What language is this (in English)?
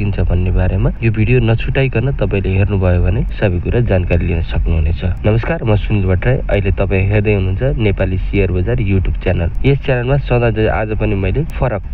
Nepali